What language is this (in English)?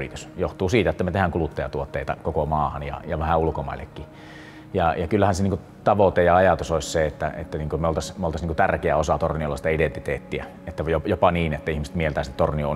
Finnish